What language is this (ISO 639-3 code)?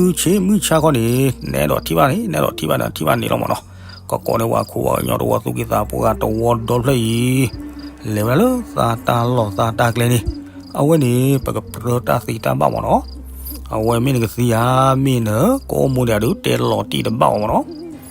ksw